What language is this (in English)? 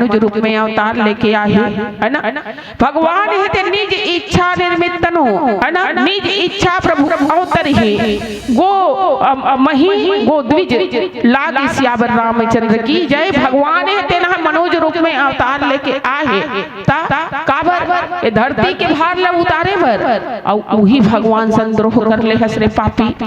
Chhattisgarhi